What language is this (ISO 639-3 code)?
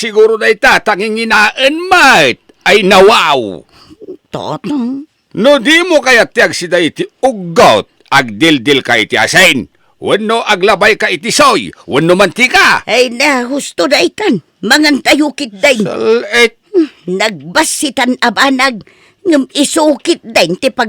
ilo